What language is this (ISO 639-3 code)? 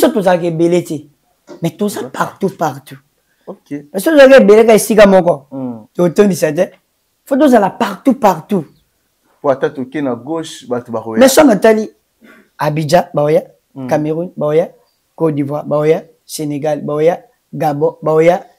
lin